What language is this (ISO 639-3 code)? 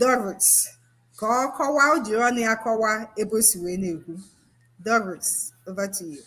ibo